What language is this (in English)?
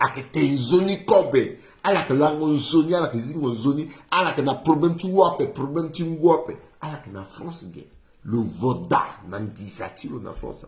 Sango